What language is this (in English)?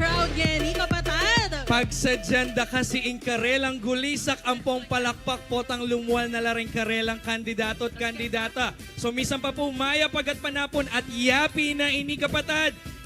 Pampanga